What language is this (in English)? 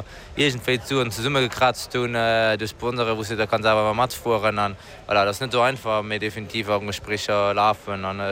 Luxembourgish